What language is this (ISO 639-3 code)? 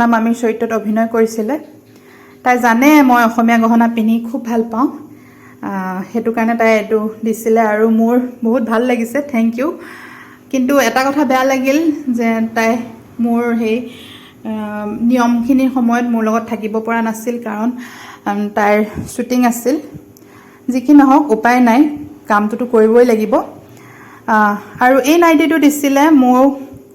asm